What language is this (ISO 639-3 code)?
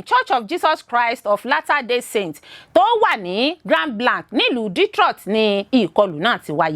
yor